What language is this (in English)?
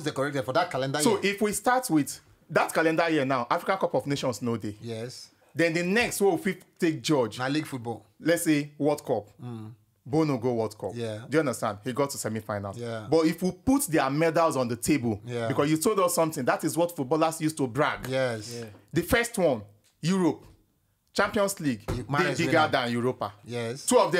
Nigerian Pidgin